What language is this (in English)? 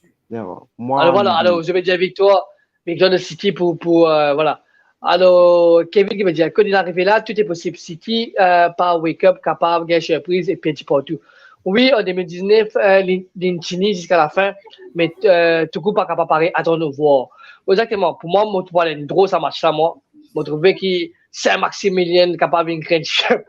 Morisyen